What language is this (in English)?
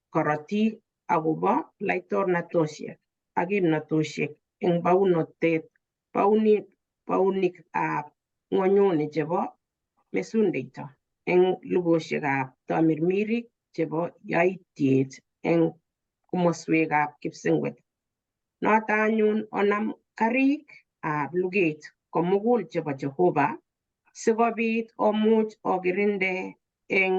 Kalenjin